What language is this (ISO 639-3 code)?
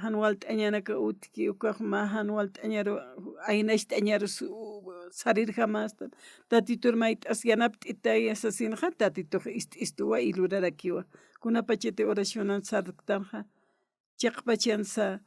aym